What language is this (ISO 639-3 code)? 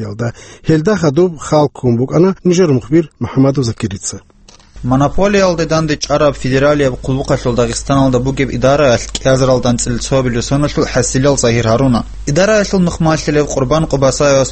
ava